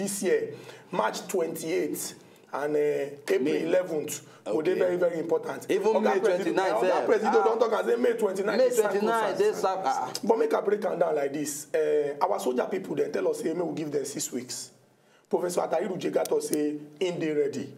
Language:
Nigerian Pidgin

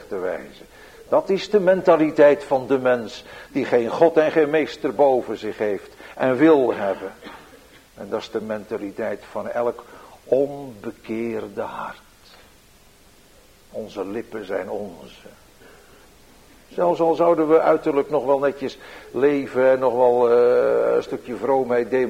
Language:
Dutch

